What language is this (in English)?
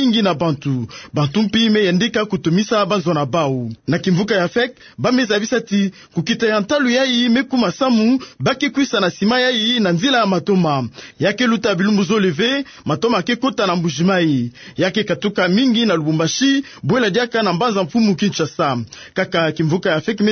Kituba (Democratic Republic of Congo)